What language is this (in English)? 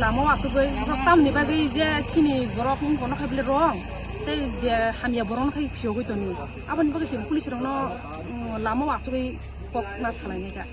Kok Borok